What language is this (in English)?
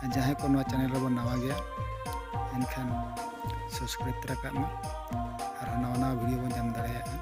Santali